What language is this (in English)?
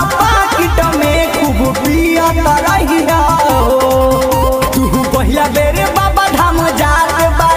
Bhojpuri